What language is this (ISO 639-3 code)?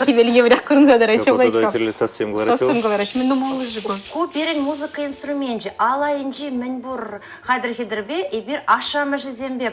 chv